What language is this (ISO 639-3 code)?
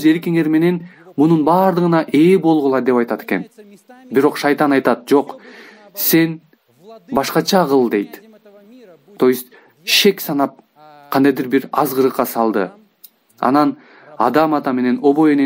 kir